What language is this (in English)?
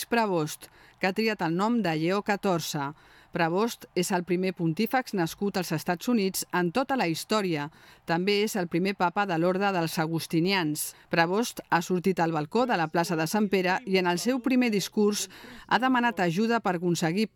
Catalan